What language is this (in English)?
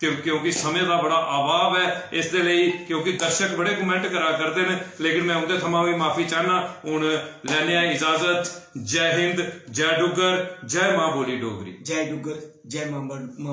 Dogri